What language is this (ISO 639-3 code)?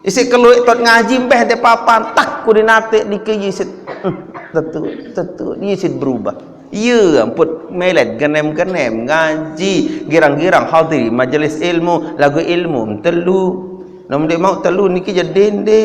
sas